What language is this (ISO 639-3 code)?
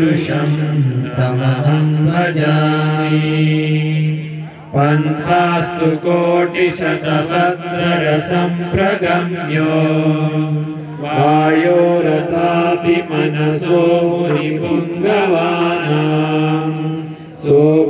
kan